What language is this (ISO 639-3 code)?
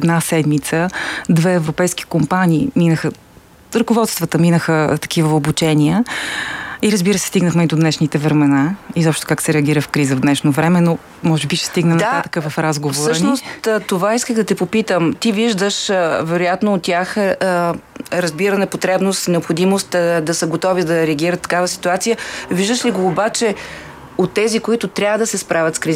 bul